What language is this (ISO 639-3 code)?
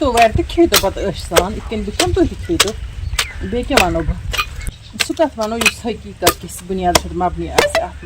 kas